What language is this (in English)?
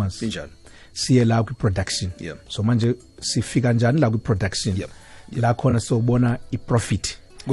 South Ndebele